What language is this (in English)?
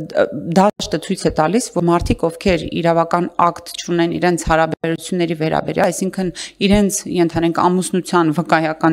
Armenian